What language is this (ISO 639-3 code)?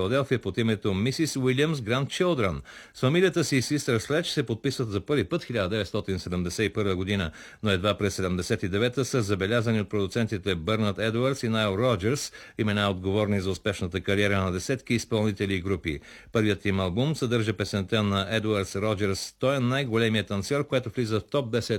bul